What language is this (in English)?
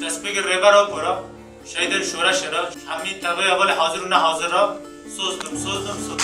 Kurdish